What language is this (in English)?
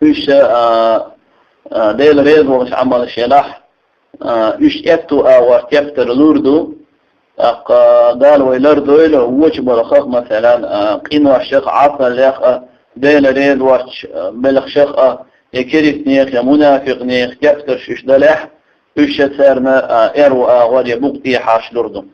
Chechen